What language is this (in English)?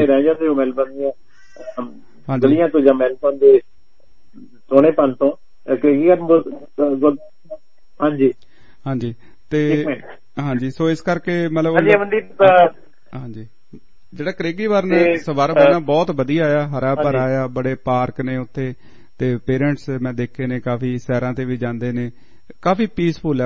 Punjabi